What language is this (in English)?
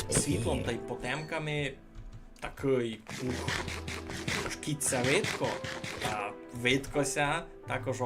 Rusyn